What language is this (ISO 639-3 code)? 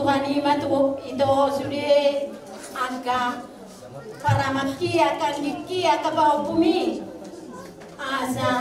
bbc